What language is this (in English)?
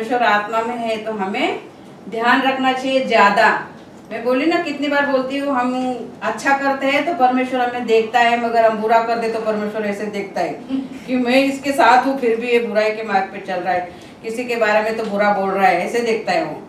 Hindi